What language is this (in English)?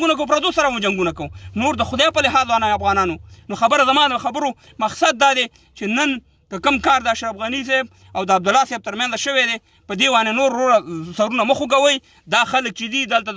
Pashto